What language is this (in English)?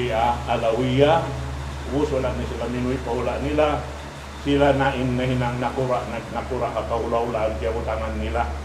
Tausug